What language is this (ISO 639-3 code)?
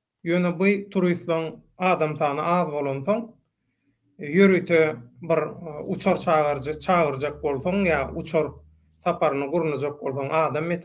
tuk